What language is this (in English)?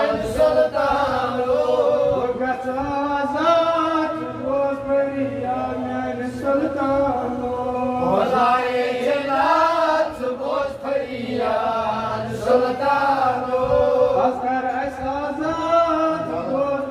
Kashmiri